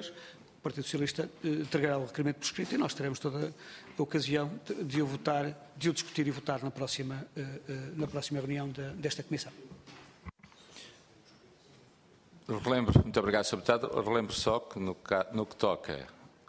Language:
Portuguese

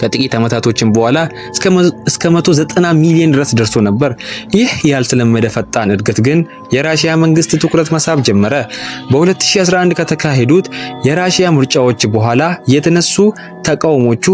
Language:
Amharic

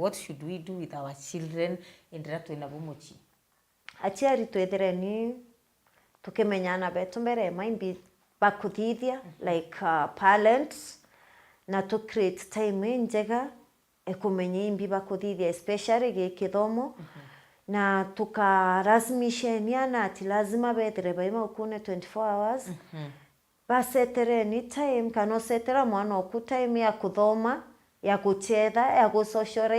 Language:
Meru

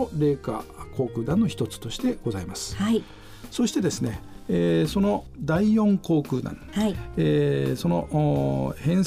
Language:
Japanese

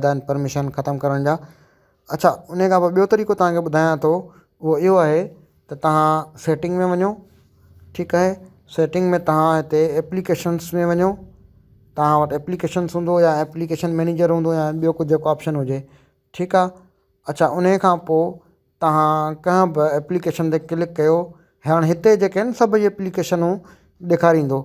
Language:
Sindhi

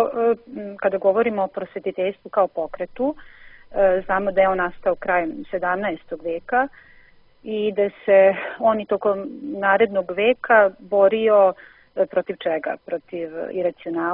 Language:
Serbian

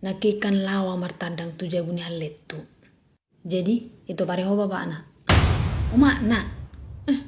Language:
Batak Toba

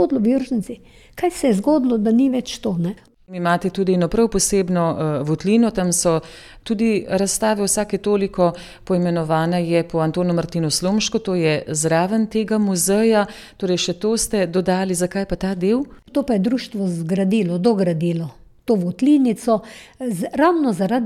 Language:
Slovenian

